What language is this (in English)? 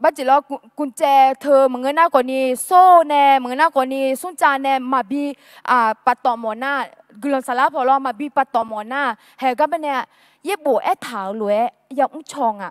Akha